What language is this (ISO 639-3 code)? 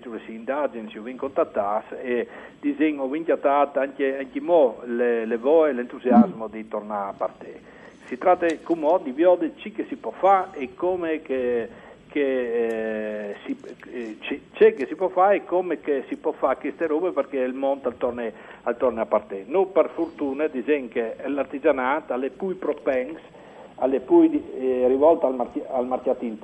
fur